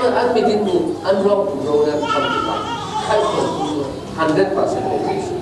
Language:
Falam Chin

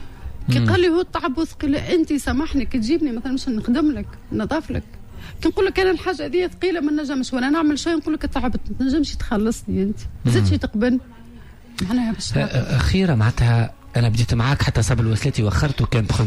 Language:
Tunisian Arabic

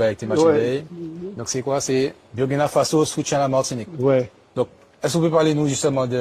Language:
Guadeloupean Creole French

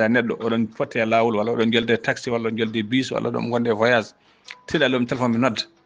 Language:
Fula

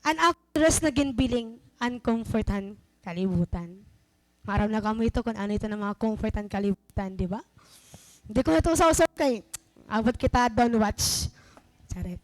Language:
Waray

